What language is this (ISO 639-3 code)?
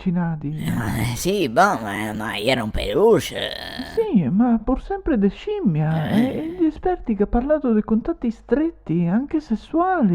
vec